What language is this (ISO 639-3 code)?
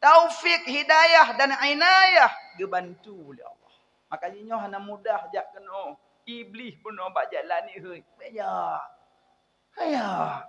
ace